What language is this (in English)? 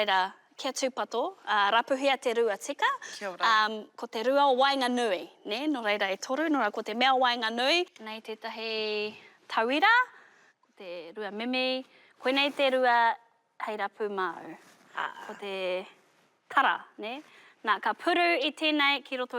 Māori